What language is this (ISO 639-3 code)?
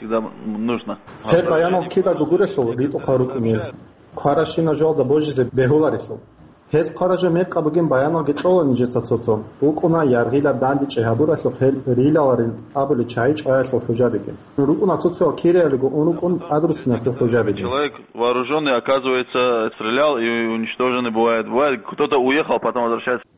ava